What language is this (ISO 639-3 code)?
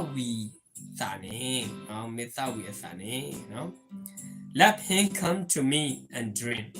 ksw